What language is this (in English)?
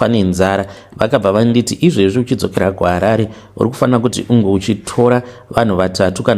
Shona